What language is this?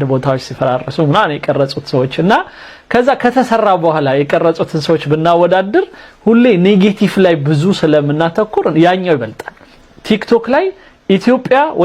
Amharic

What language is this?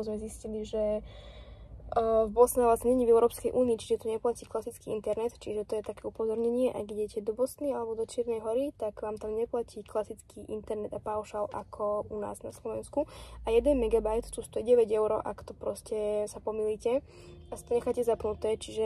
Slovak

